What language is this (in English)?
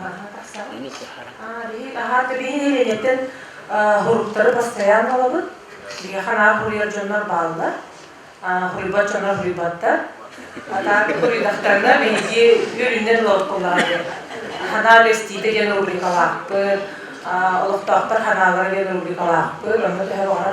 Yakut